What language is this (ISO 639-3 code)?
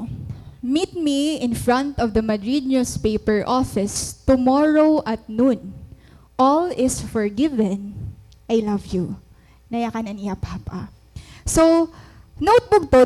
war